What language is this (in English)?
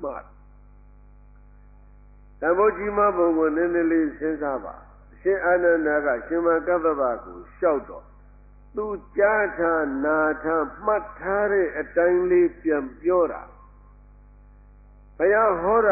Burmese